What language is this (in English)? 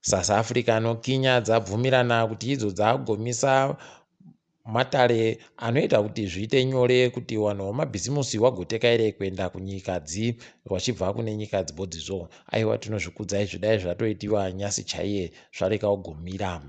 Ndau